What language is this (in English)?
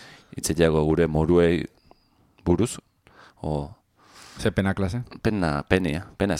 Basque